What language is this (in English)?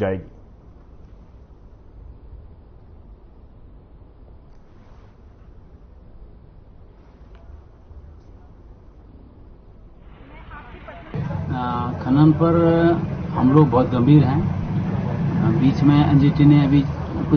Hindi